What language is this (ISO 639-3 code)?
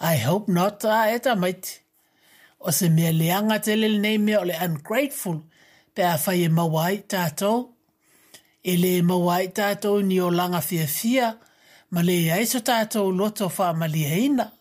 smo